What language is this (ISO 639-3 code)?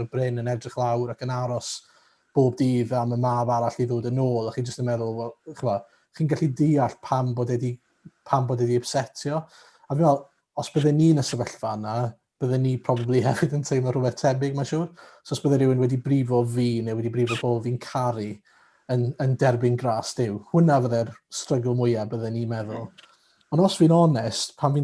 cym